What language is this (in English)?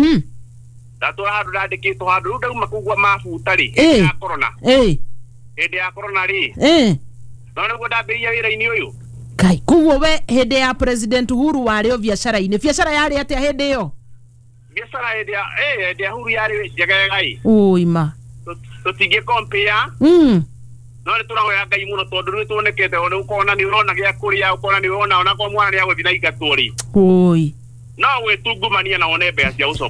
Kikuyu